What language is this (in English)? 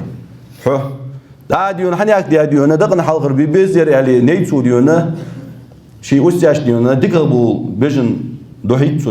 Ingush